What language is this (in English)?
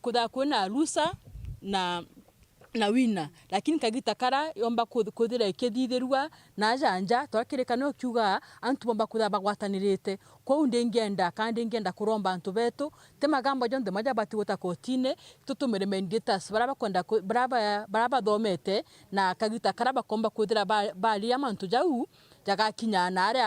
Meru